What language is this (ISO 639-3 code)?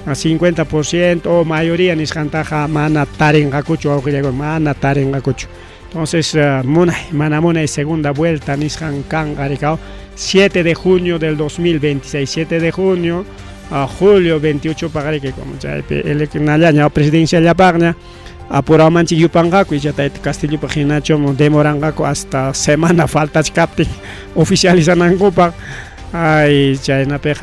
quy